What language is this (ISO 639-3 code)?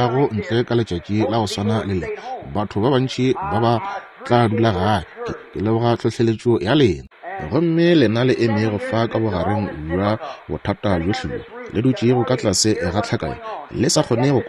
nso